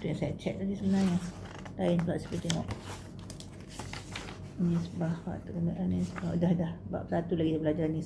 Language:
Malay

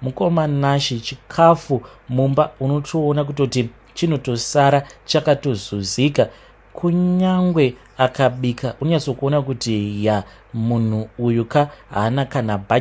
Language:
Shona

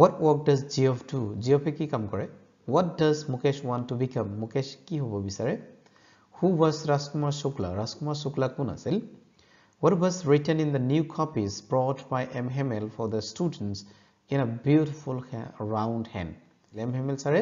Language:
Assamese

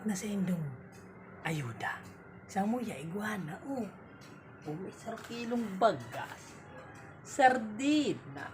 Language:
Bikol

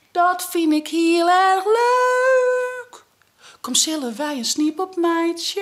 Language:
Western Frisian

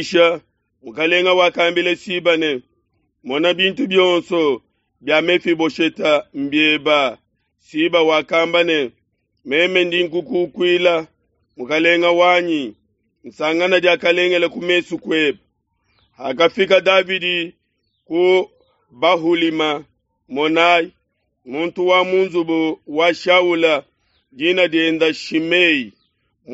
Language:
Luba-Lulua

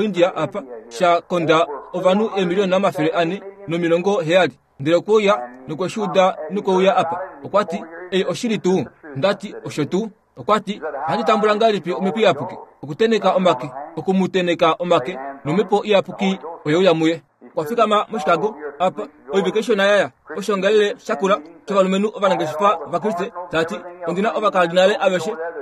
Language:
Kuanyama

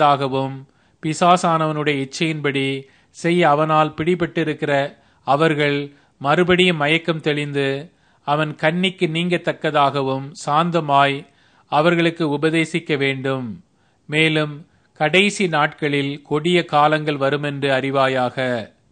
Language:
Tamil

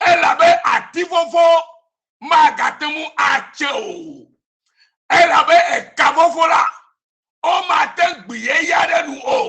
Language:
Ewe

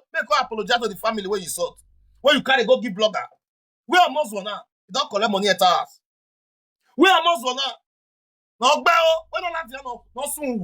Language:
Nigerian Pidgin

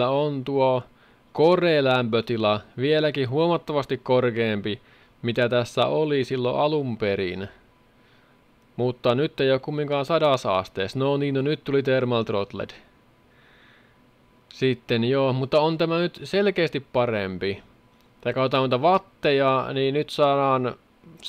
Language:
Finnish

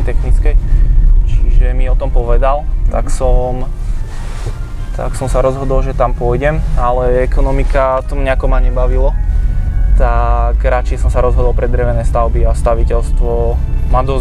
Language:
Slovak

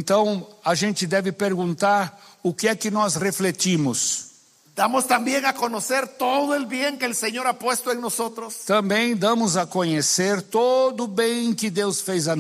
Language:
Portuguese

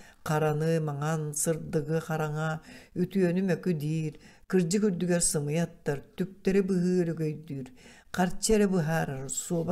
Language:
Yakut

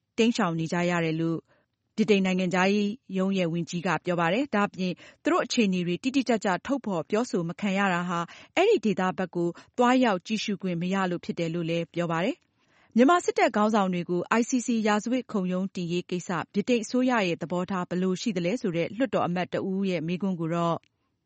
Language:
Burmese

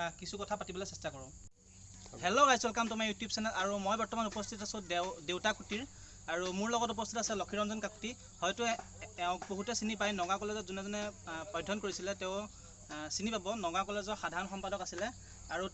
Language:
Assamese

